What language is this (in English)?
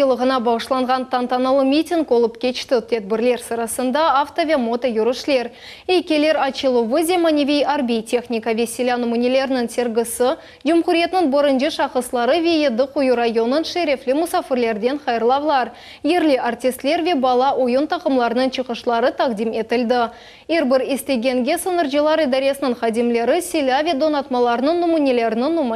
Crimean Tatar